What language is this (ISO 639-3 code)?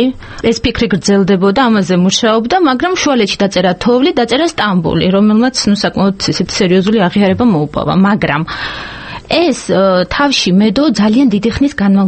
kat